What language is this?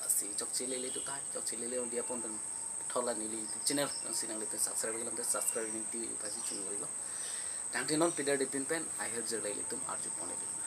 Karbi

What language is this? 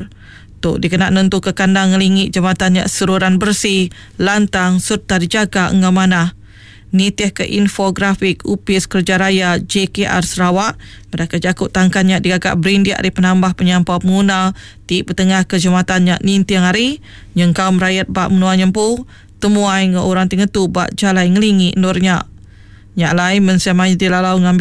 Iban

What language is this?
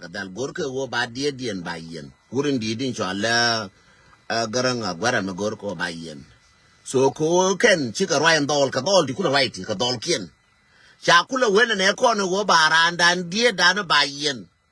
Nuer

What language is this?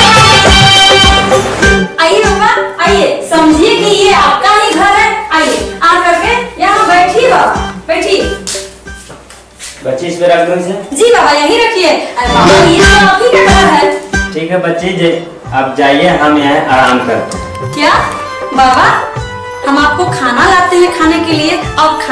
Hindi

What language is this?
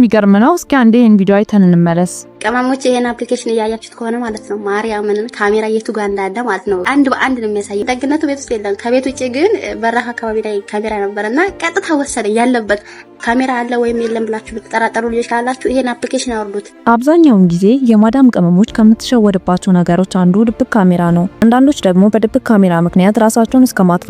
Amharic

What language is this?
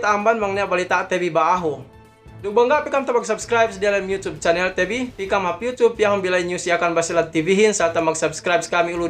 Yakan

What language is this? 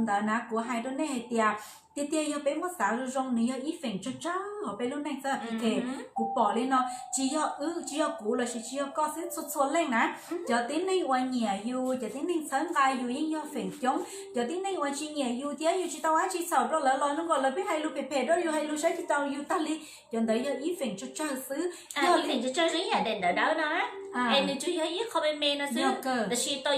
Hmong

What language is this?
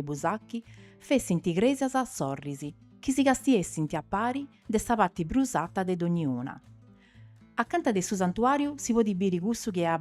Sardinian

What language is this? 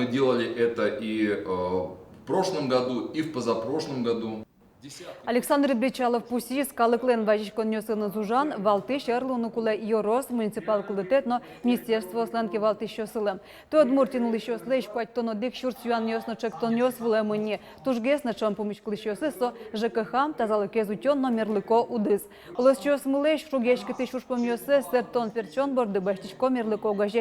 Udmurt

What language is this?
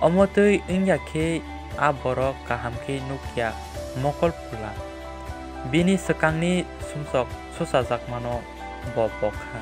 Kok Borok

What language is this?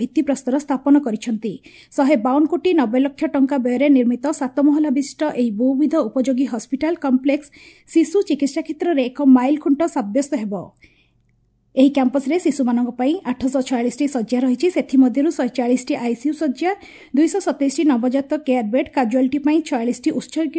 Odia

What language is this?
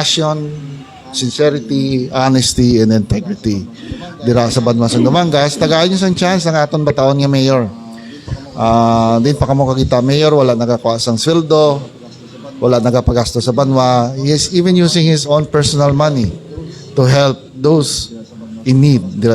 Hiligaynon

